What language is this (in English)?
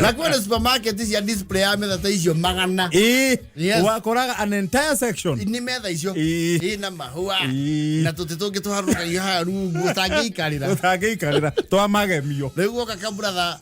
Kikuyu